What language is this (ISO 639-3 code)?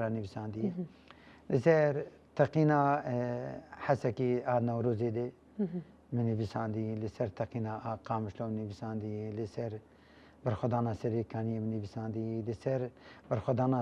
kur